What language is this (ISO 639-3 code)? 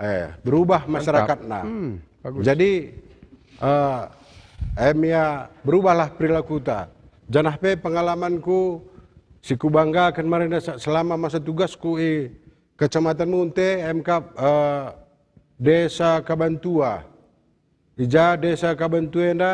btx